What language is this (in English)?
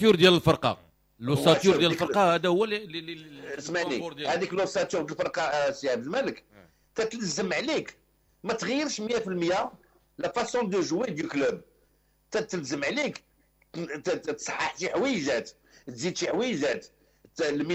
Moroccan Arabic